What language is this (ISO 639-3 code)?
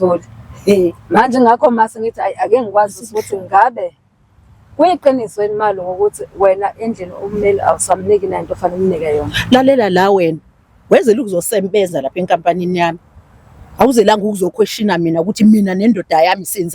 zul